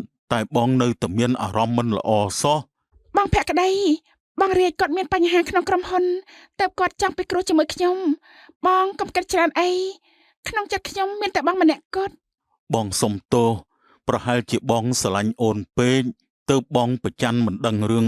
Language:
Khmer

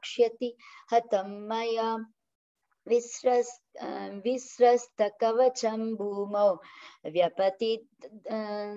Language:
Sanskrit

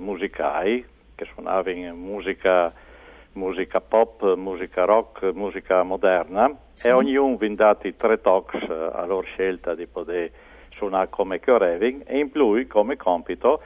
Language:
Friulian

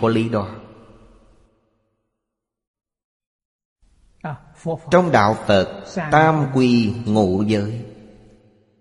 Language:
Vietnamese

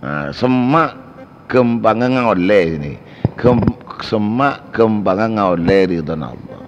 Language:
Madurese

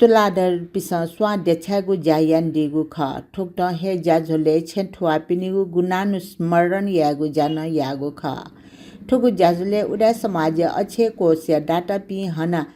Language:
Newari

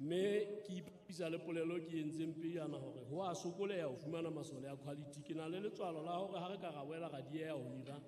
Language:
Southern Sotho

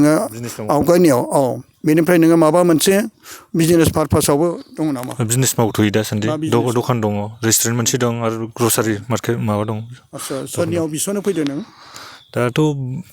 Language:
Bodo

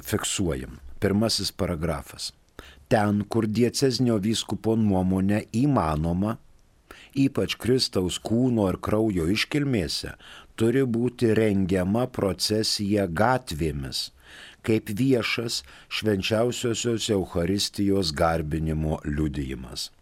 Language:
Lithuanian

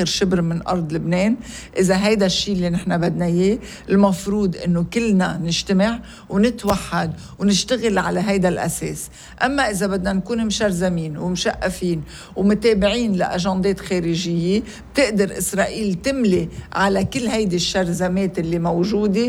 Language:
North Levantine Arabic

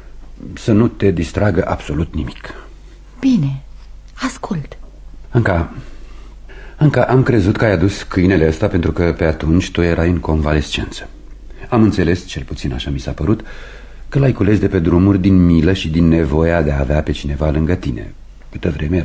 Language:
Romanian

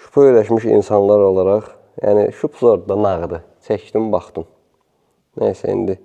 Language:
Azerbaijani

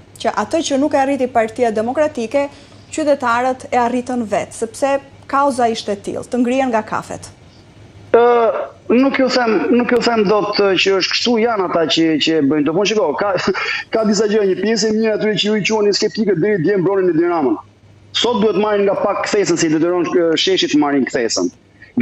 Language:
Albanian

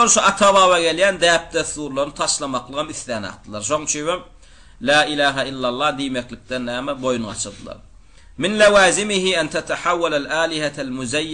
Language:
Turkmen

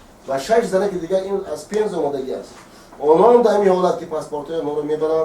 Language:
Tajik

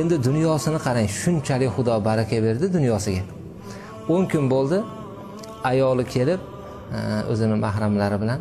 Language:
Uzbek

